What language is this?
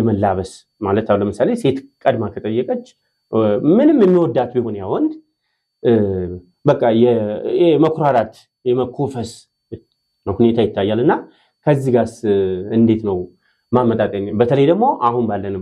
Amharic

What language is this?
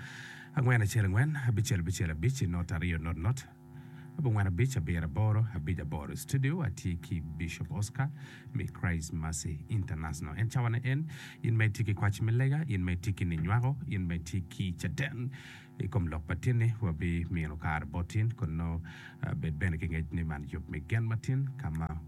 Acoli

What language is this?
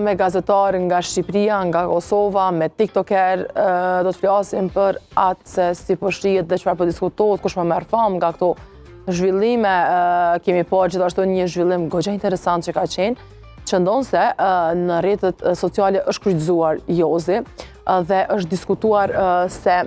Albanian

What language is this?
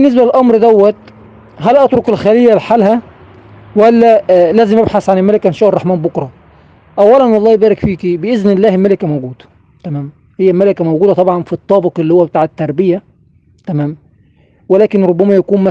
Egyptian Arabic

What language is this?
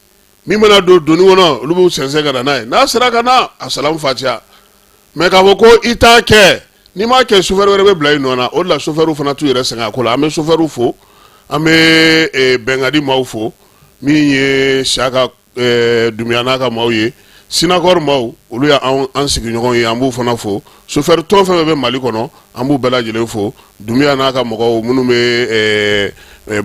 Bambara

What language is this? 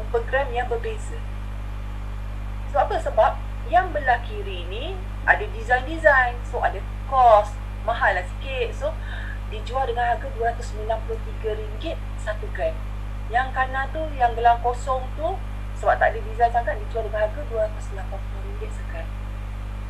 Malay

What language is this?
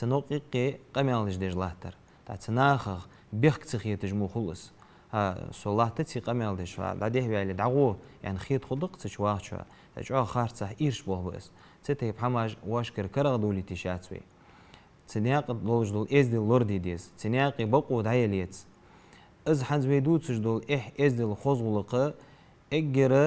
Ingush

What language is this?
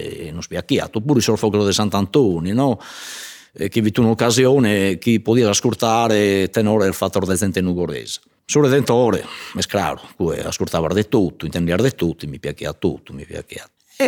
Sardinian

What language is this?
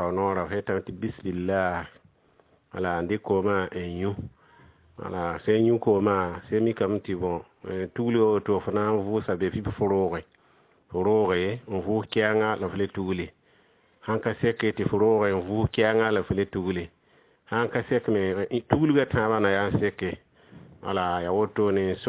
Mossi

